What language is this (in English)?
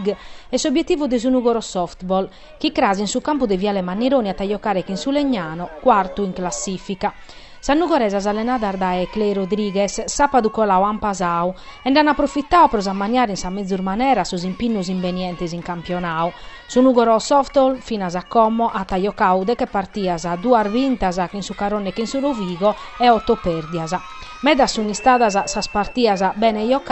Sardinian